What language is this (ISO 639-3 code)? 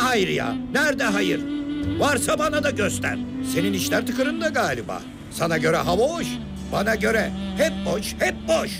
tur